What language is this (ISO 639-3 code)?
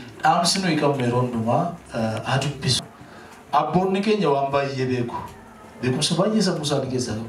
orm